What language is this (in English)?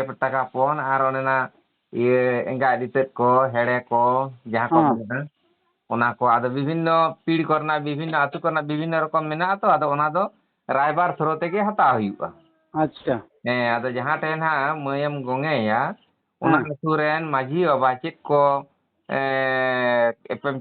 Santali